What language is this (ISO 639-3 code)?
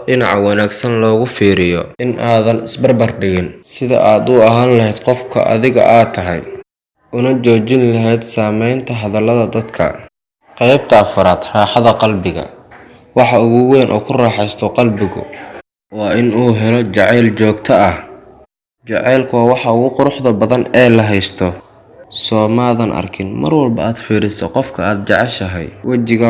som